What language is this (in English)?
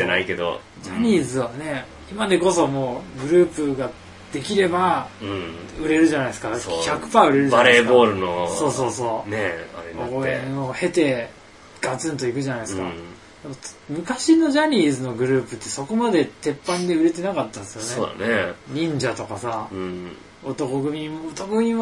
Japanese